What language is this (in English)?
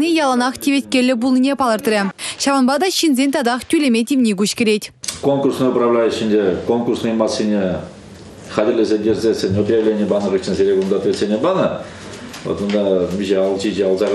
Chuvash